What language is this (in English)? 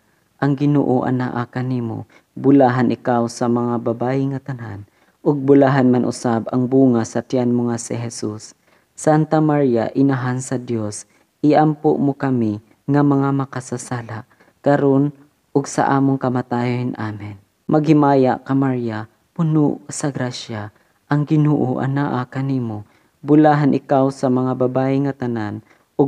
Cebuano